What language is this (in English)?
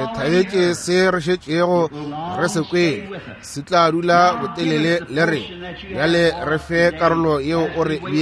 Northern Sotho